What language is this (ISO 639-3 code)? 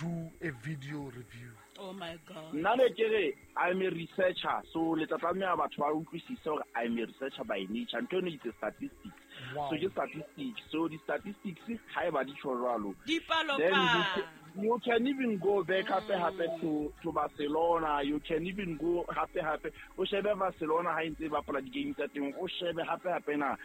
sot